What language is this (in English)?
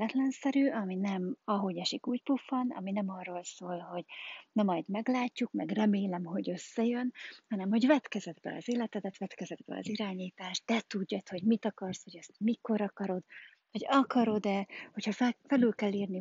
Hungarian